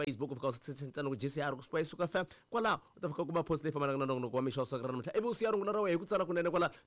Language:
Tsonga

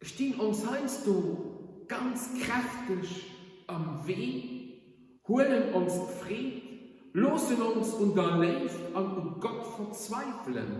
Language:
Luxembourgish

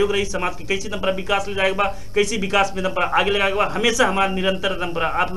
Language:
Bhojpuri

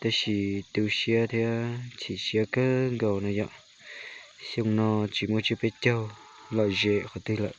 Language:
Hmong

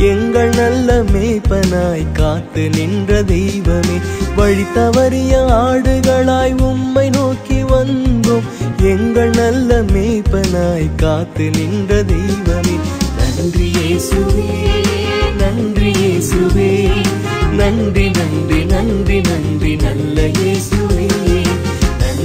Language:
Tamil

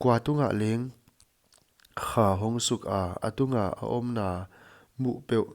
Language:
Paite Chin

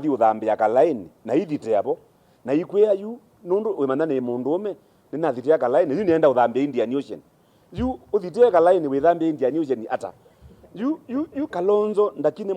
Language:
Kamba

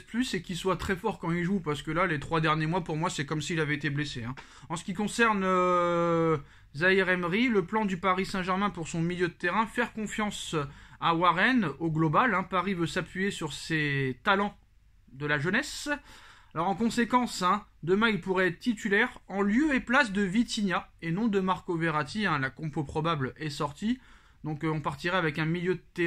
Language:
French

